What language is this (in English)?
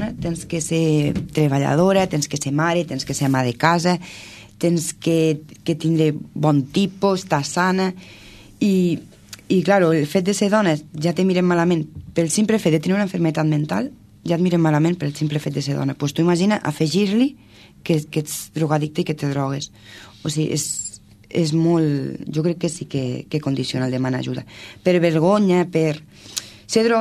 Catalan